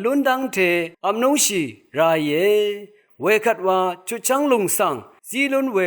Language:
Rawang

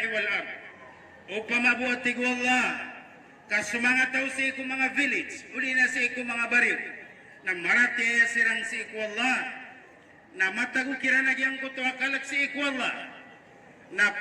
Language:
Maranao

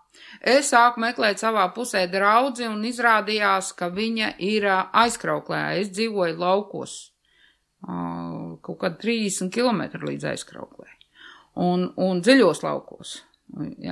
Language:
Latvian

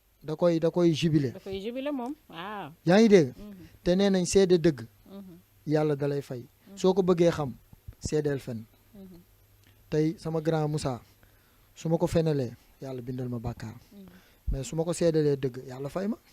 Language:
Wolof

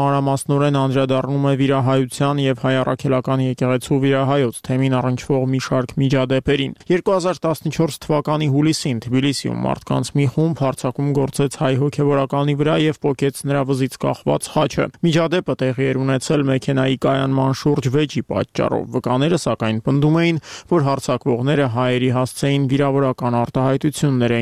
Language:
Armenian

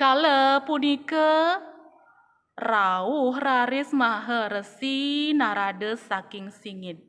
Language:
Balinese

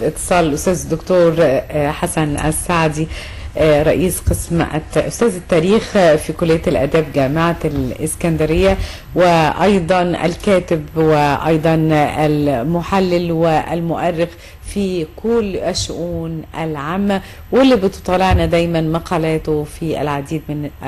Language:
Egyptian Arabic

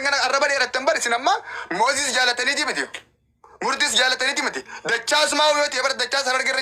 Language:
Oromo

